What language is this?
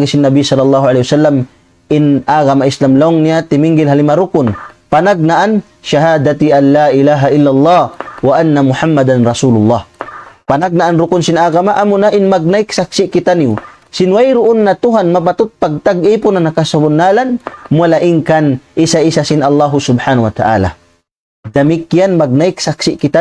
Tausug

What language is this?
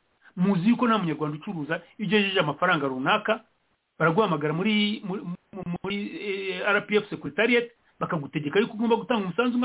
Kinyarwanda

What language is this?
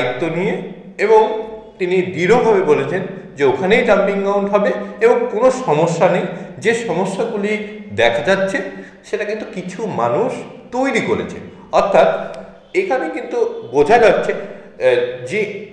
Bangla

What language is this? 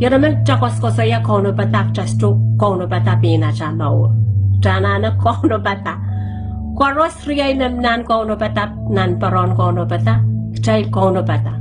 Pohnpeian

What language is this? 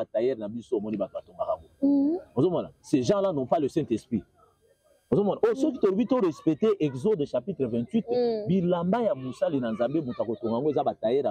Lingala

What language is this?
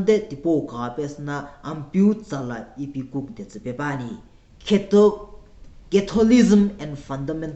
Sumi Naga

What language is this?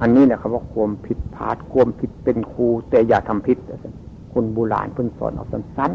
Northeastern Thai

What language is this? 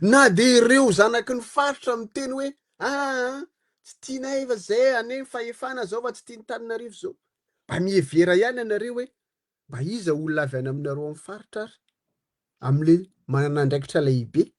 Malagasy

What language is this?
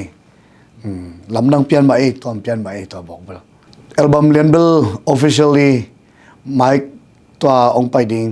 Tedim Chin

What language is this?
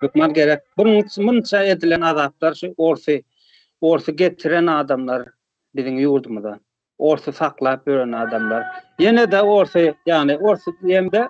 Turkmen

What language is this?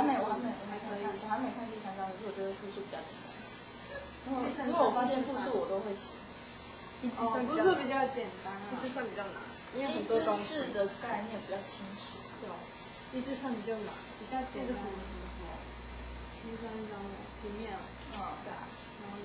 Chinese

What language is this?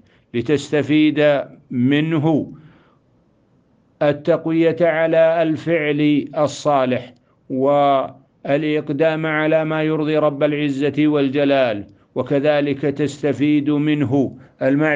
Arabic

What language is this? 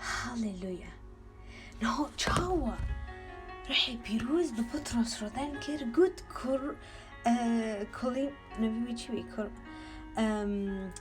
Kurdish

